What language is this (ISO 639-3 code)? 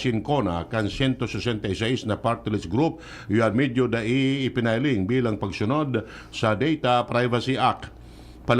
bik